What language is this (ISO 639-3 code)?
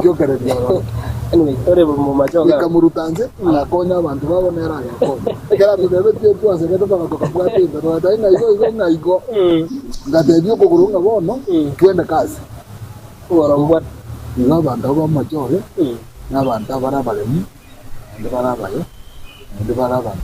guz